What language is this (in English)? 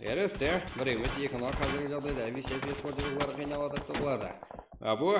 Kara-Kalpak